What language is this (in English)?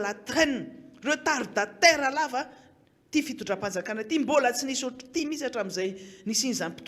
Malagasy